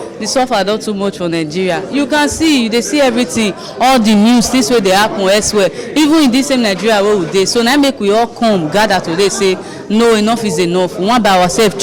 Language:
Nigerian Pidgin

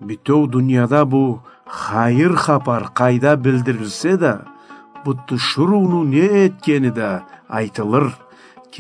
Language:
Karachay-Balkar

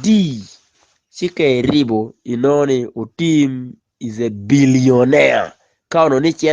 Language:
Acoli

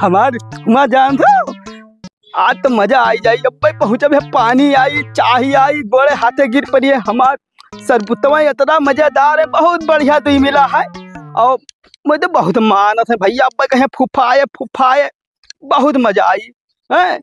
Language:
Awadhi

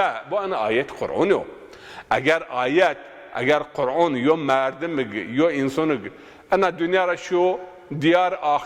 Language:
Zaza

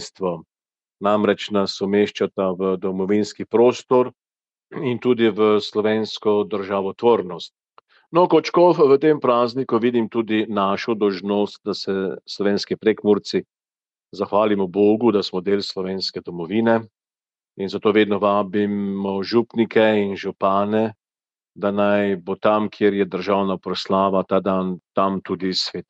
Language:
Slovenian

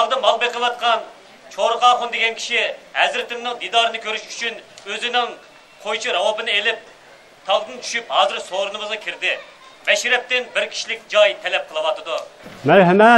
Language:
Uyghur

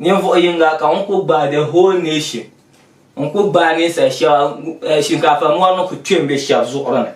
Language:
Dagbani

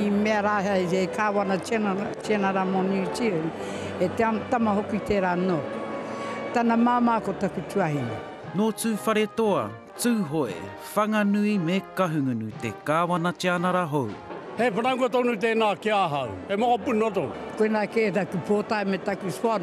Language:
Māori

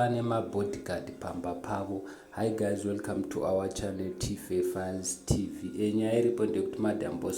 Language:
Shona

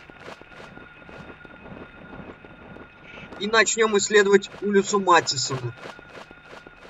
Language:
Russian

